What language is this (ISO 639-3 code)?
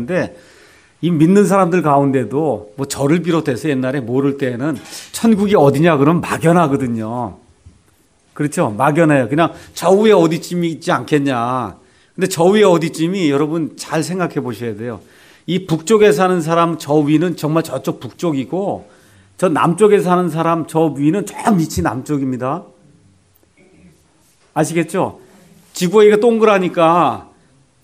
kor